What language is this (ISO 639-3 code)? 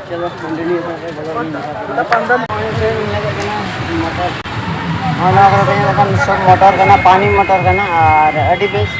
sat